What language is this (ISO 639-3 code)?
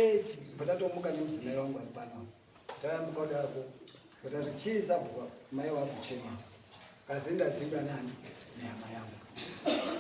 sna